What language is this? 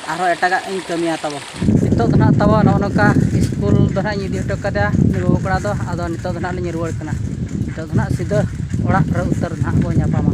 Santali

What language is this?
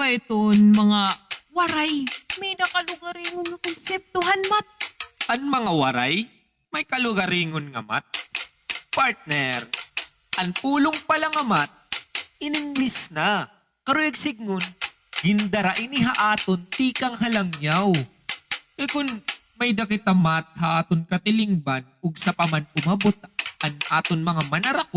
Waray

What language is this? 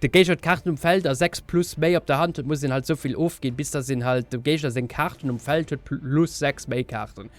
Luxembourgish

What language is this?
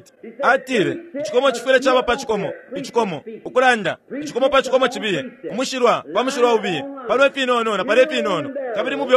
Bemba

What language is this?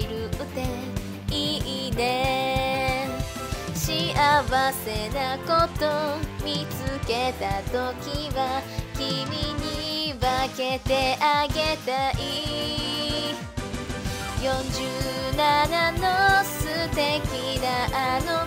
Japanese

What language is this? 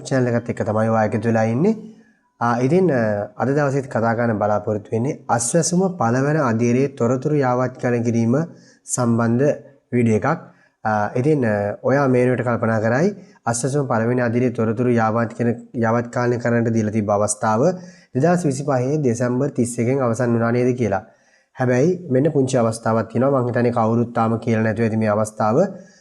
Sinhala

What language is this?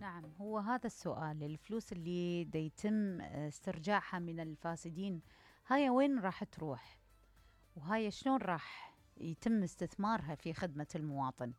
Mesopotamian Arabic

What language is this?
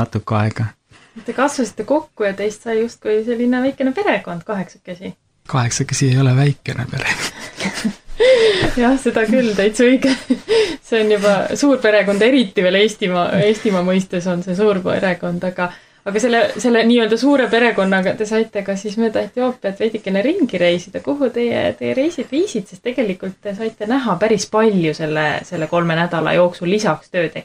Estonian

